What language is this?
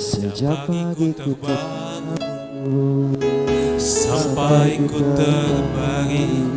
Batak Simalungun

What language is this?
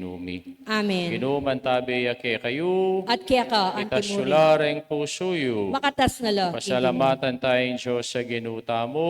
Pampanga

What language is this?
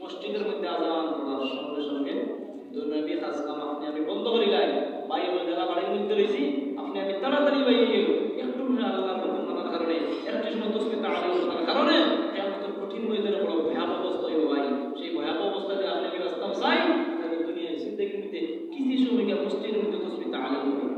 Sylheti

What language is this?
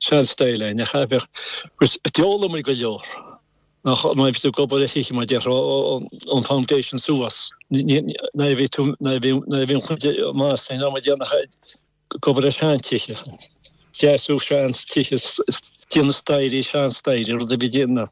Irish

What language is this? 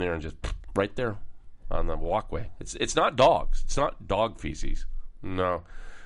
English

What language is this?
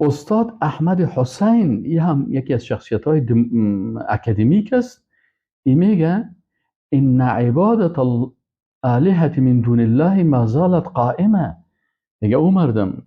Persian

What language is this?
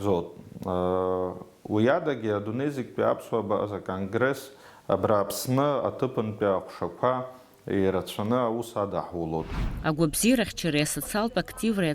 Abkhazian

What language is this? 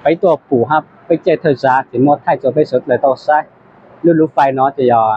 Hmong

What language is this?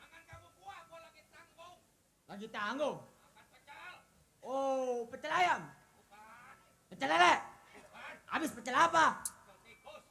Betawi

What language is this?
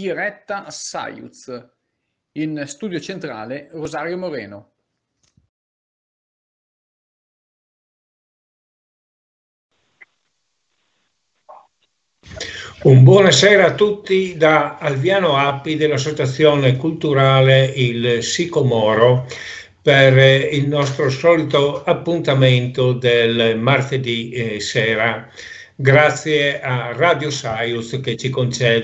Italian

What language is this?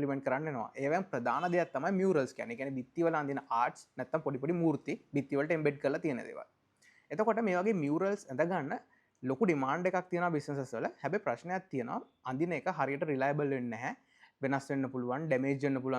Sinhala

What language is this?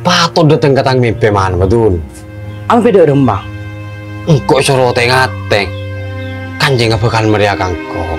Madurese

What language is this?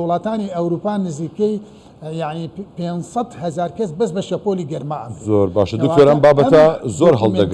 Central Kurdish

